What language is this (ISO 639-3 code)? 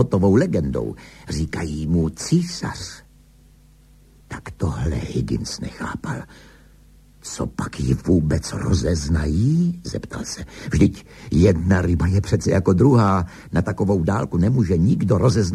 ces